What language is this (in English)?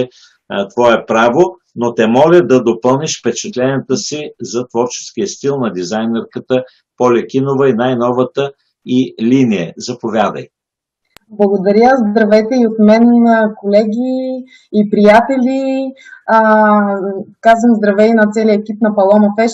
Bulgarian